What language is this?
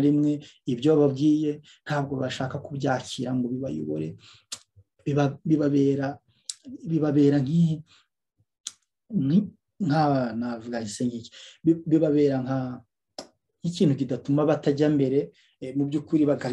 Kinyarwanda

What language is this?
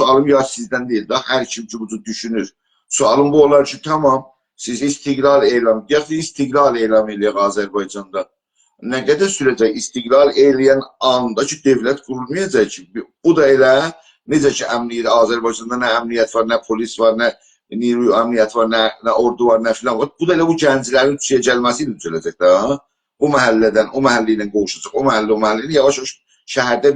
South Azerbaijani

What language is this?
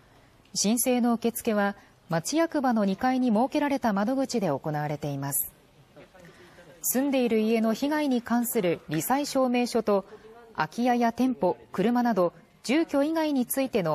Japanese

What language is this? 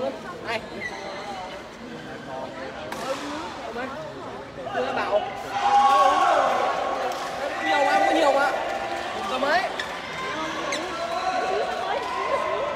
Vietnamese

